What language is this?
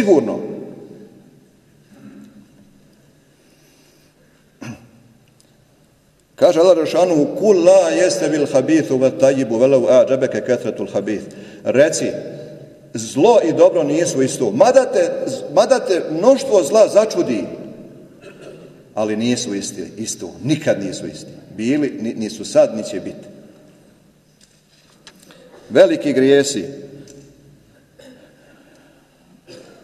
Bosnian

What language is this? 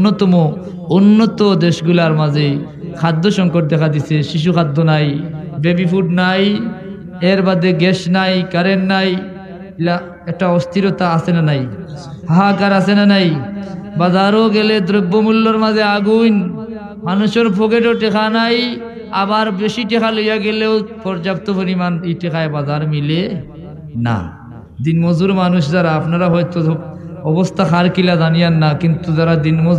Sylheti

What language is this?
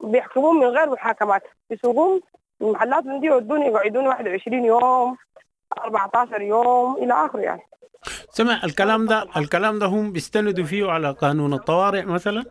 Sudanese Arabic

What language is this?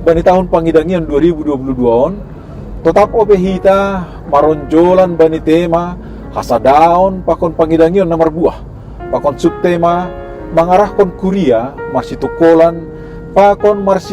Batak Simalungun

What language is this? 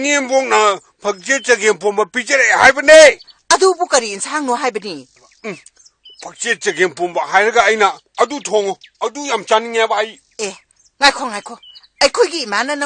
Manipuri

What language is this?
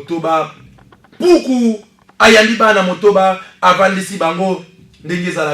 Lingala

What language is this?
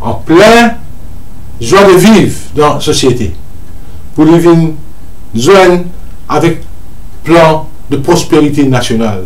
Morisyen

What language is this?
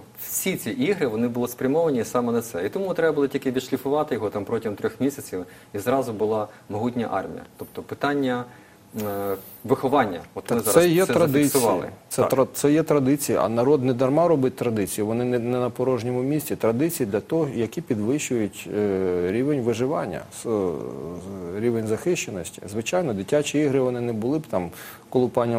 Ukrainian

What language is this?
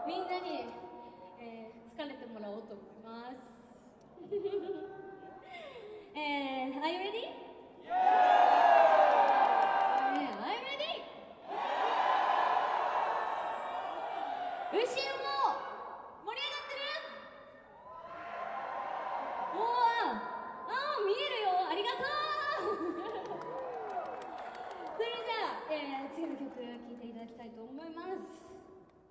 Japanese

